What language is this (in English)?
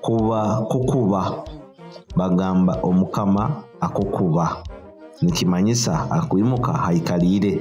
Nyoro